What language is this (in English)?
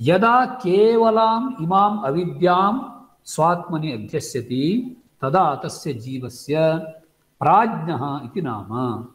Sanskrit